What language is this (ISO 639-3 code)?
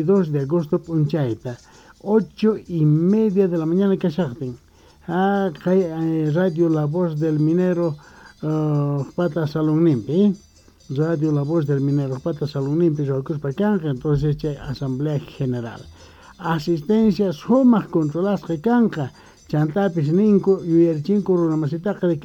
que